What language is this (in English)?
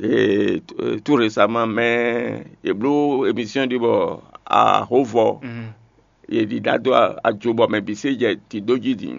Fon